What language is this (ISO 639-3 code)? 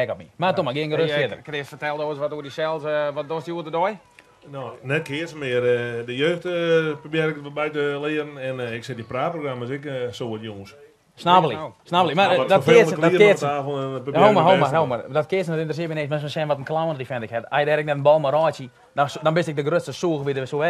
fry